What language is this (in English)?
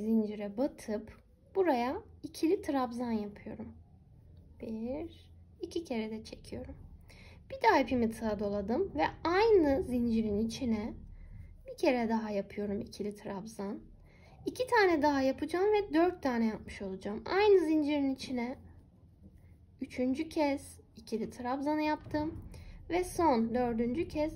Turkish